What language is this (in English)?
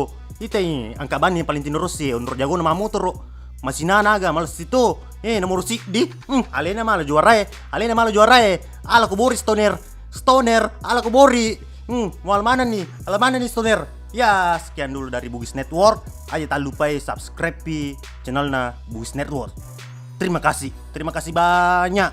Buginese